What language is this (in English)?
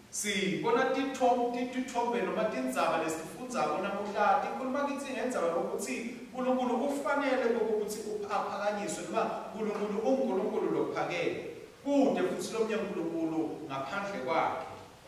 Swati